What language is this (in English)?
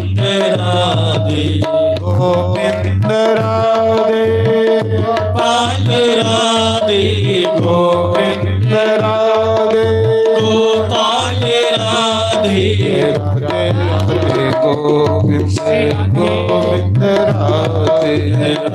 Dogri